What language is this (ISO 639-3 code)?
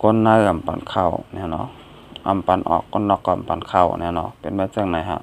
shn